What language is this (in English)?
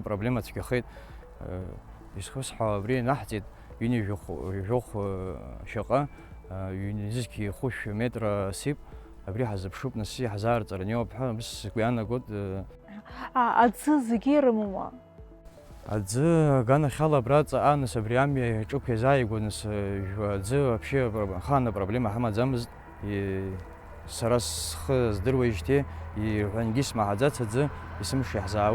Abkhazian